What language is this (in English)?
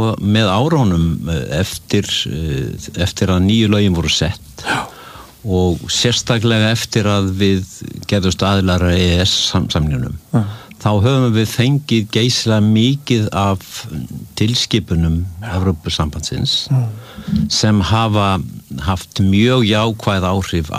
Icelandic